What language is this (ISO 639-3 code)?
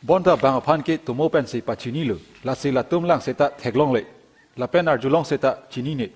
mjw